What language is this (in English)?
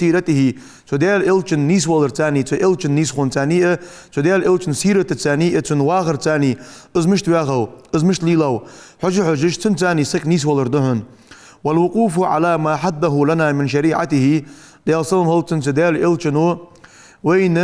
Ingush